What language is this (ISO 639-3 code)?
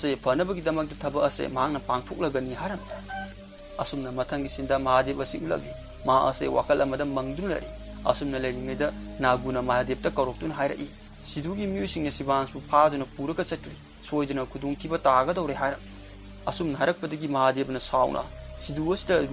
mni